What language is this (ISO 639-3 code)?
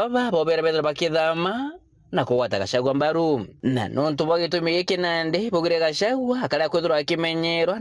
mer